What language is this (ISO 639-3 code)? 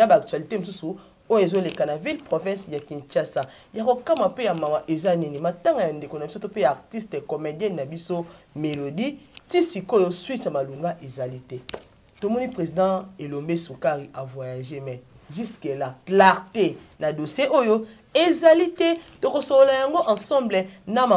lin